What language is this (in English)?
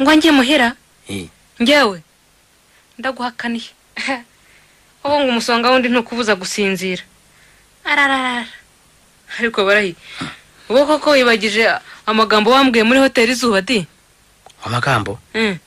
Kinyarwanda